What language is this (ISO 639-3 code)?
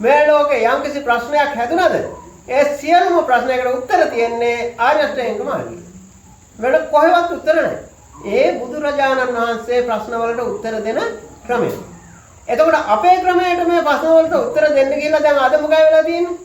sin